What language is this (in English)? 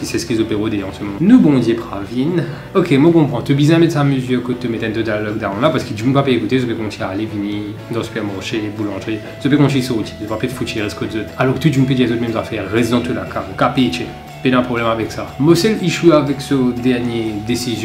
Morisyen